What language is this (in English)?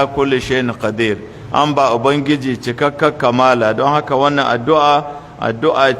Hausa